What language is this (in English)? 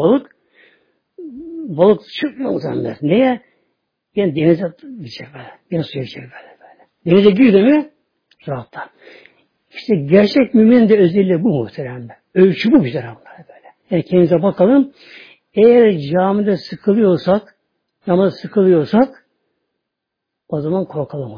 Turkish